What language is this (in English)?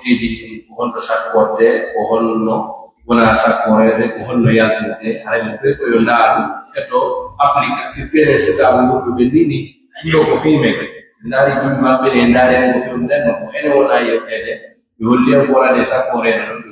Pular